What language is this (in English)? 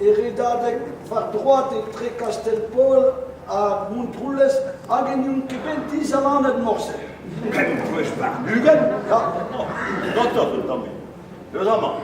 Breton